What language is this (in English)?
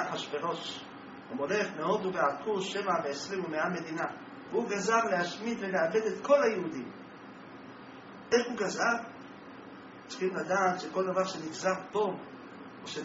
Hebrew